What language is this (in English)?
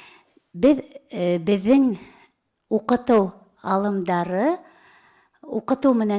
Bashkir